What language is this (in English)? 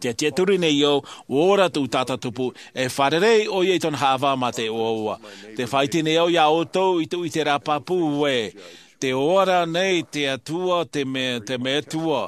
Tahitian